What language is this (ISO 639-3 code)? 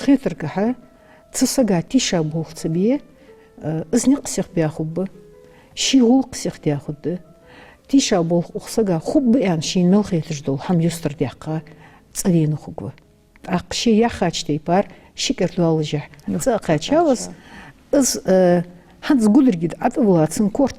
inh